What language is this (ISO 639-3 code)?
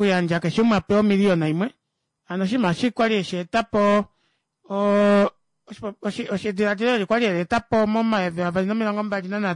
kua